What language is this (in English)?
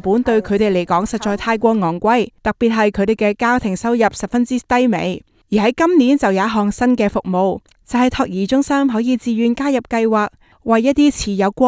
Cantonese